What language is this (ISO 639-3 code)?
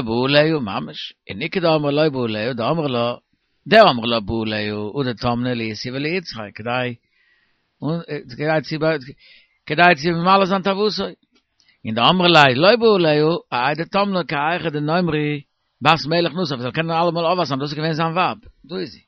yid